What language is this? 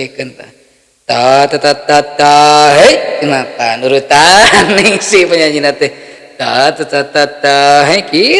Sundanese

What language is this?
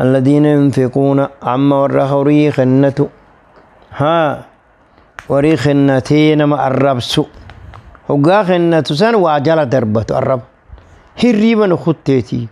Oromo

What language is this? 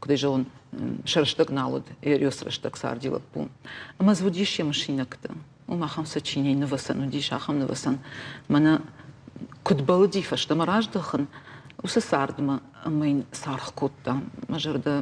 Ossetic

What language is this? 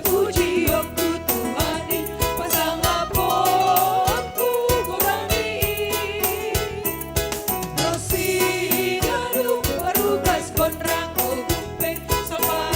Batak Simalungun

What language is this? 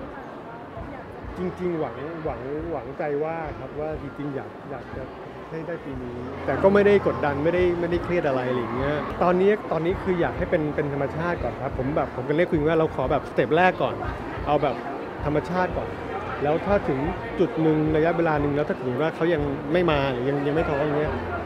Thai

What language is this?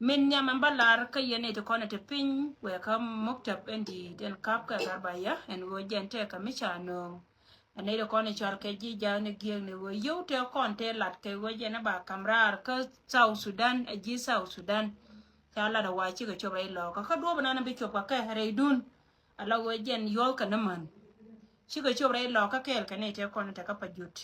Nuer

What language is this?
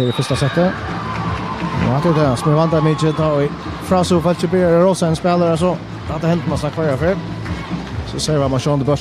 Faroese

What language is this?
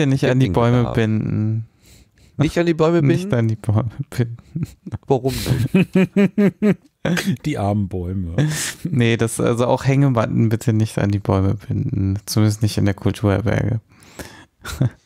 German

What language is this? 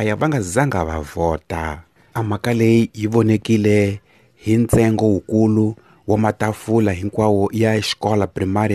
Tsonga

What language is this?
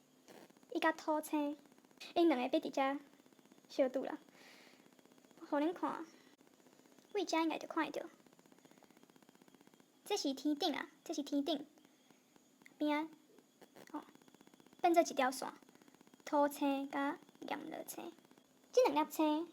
Min Nan Chinese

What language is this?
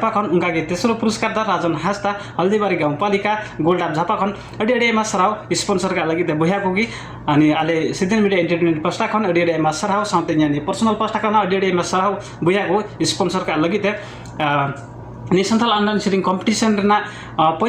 Santali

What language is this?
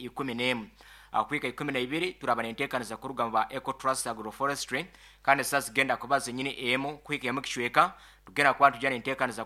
Nyankole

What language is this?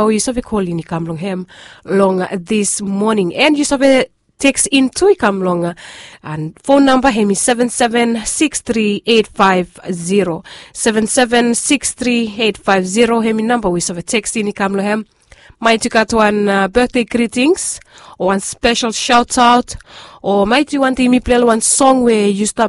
Bislama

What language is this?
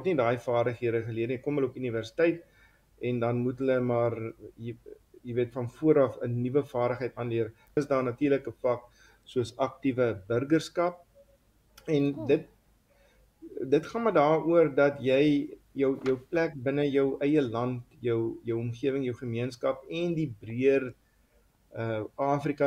Afrikaans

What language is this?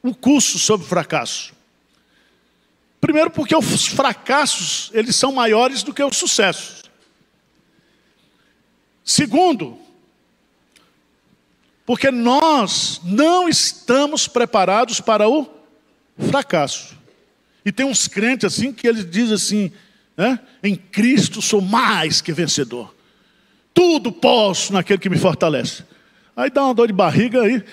Portuguese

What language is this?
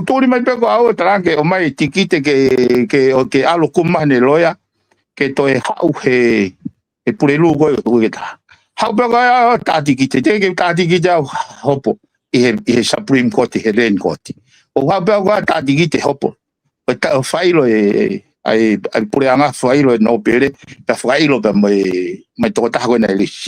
Tongan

